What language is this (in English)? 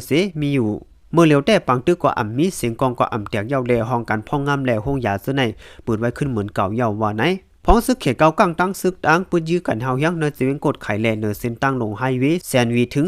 Shan